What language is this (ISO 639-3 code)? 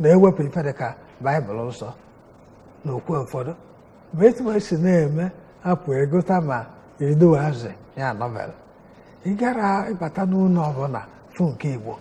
ibo